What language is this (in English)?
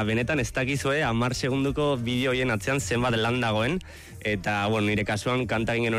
Basque